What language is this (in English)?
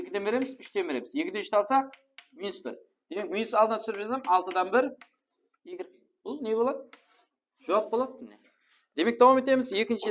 Kara-Kalpak